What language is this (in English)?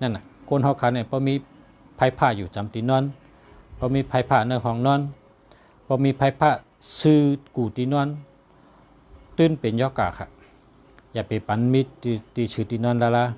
Shan